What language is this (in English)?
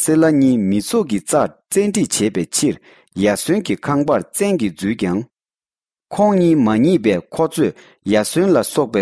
Tibetan